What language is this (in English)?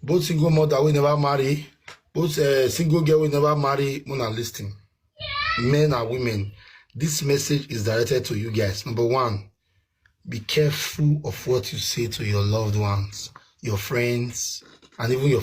Nigerian Pidgin